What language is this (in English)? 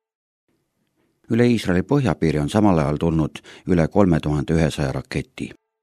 Estonian